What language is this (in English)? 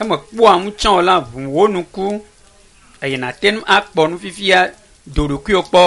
Ewe